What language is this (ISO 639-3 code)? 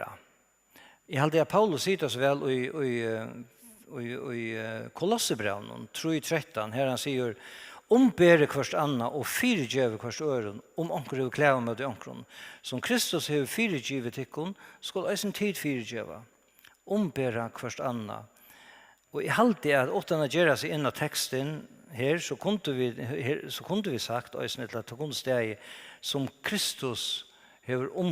fao